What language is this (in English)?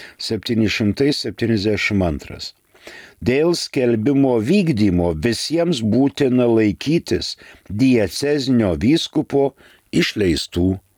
Lithuanian